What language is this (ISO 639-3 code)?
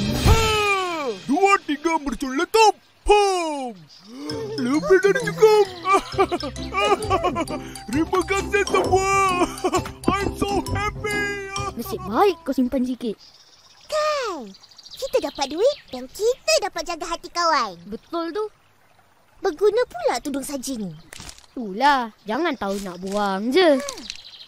msa